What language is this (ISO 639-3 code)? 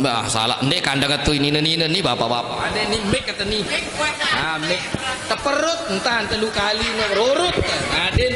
sas